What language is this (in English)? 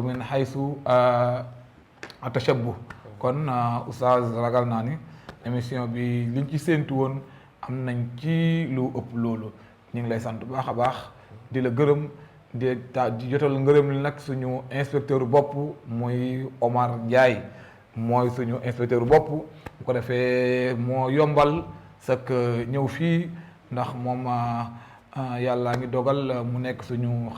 Wolof